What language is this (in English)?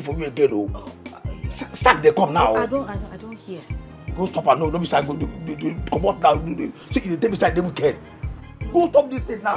Nigerian Pidgin